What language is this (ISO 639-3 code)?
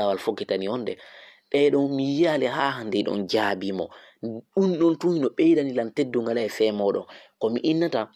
ful